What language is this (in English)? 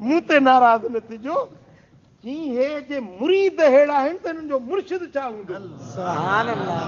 Sindhi